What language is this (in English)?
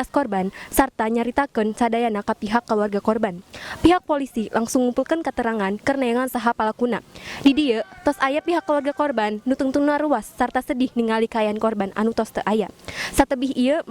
Sundanese